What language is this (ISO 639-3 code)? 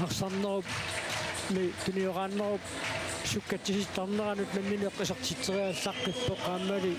kal